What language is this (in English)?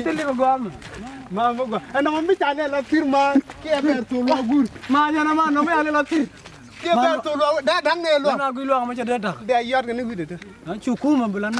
Nuer